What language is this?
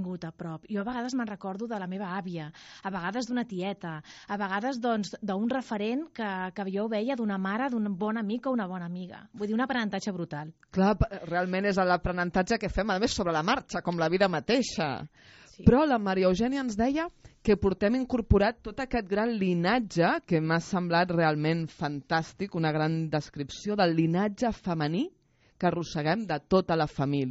Catalan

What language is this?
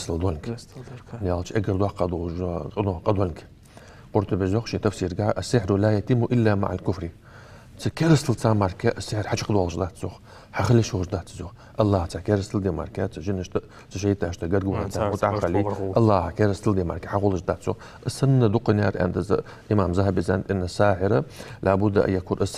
Ingush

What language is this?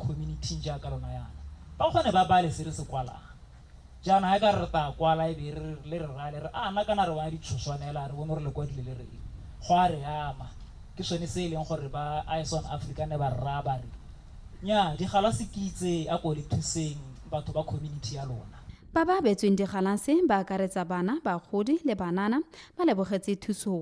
Tswana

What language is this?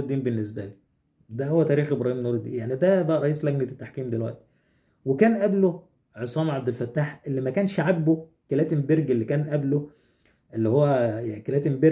Egyptian Arabic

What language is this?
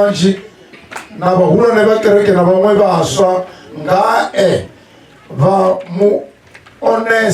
Venda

